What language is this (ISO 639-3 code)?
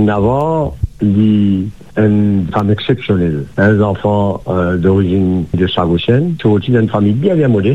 mfe